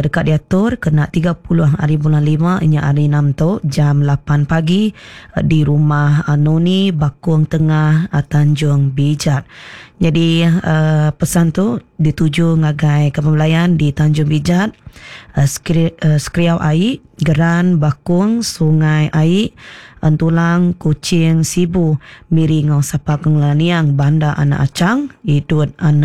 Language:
Iban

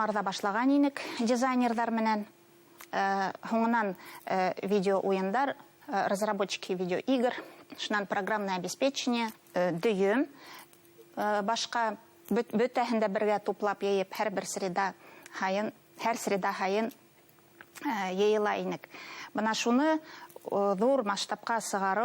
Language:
Bashkir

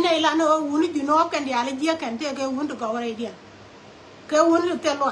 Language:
Nuer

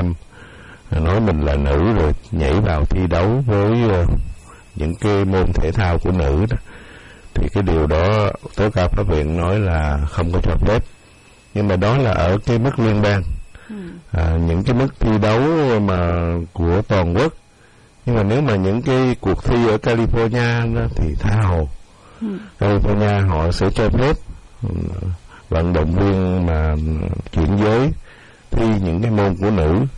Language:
Vietnamese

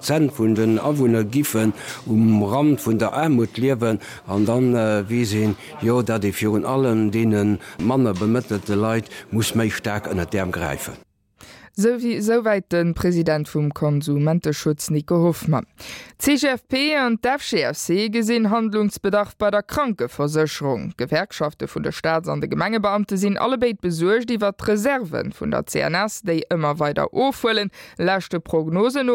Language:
Luxembourgish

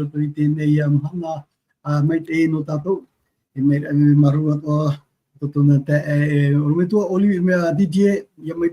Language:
Tahitian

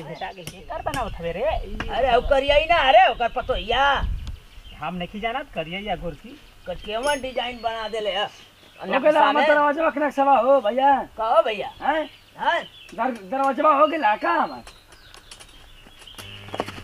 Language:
Bhojpuri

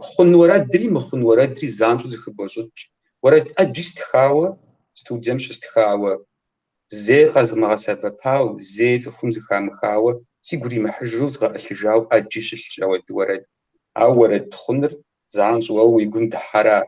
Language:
Kabardian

